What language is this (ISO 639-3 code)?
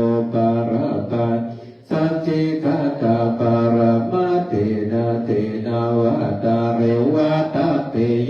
pli